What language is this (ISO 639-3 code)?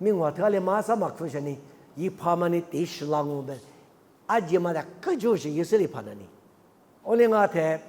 lis